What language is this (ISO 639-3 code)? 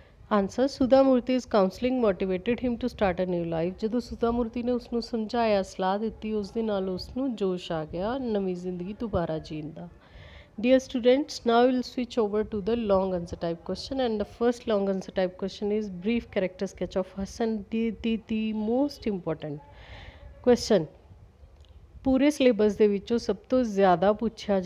pan